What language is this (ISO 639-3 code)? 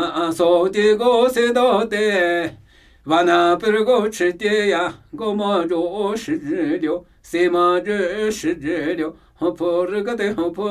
nmy